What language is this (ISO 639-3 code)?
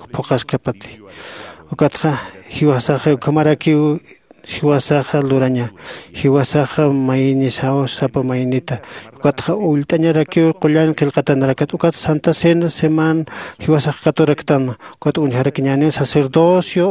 aym